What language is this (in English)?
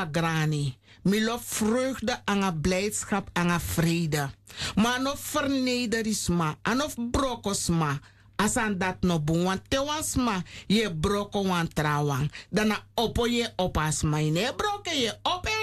Sranan Tongo